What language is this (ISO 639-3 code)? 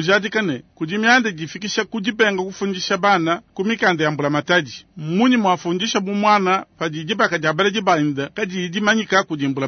lua